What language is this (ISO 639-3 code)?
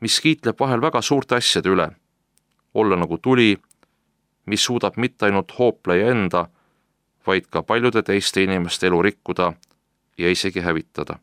est